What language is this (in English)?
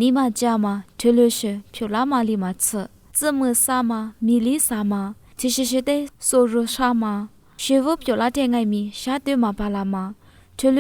Lisu